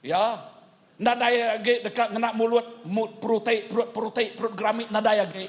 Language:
Iban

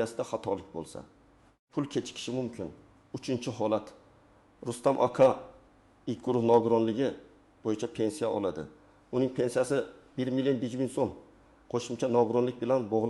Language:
Uzbek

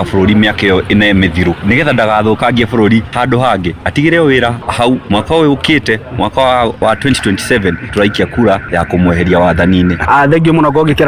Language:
Kikuyu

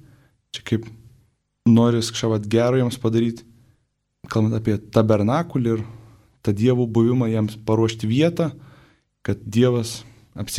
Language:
Lithuanian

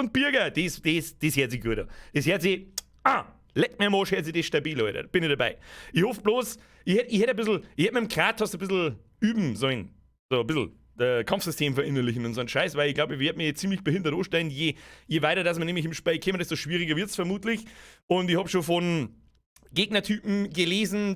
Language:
Bavarian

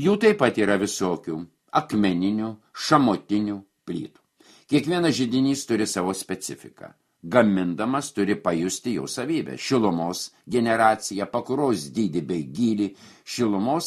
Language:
Lithuanian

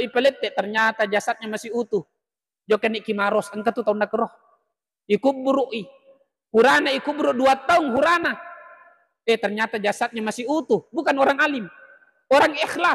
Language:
Buginese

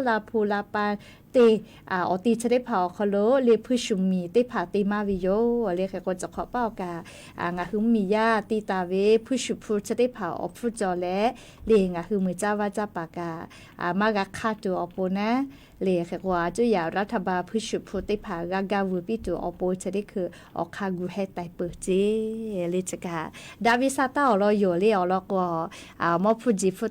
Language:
Lahu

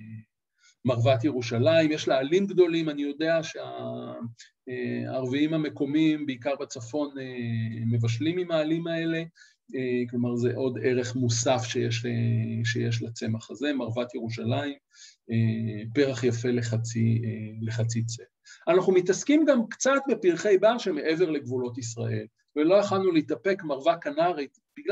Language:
Hebrew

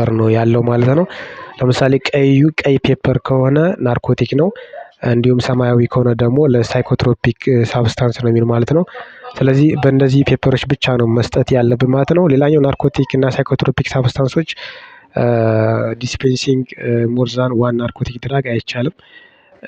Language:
Amharic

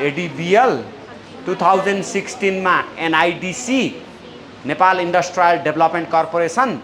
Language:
Nepali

